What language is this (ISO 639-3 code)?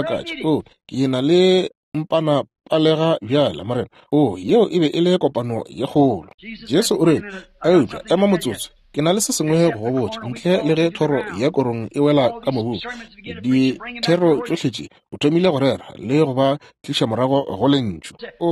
nso